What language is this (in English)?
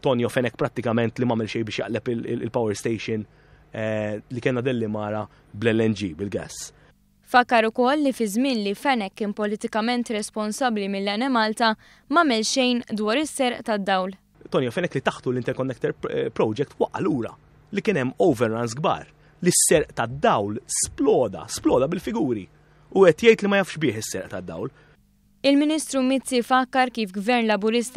Maltese